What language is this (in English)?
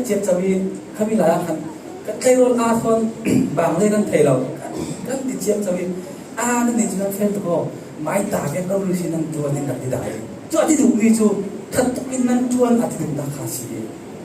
Falam Chin